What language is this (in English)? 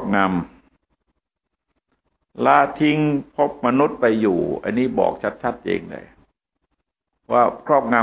Thai